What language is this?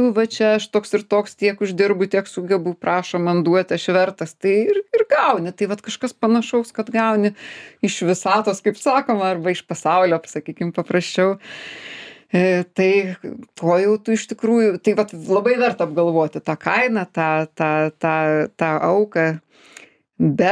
Lithuanian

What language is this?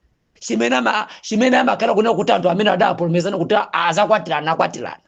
Nyanja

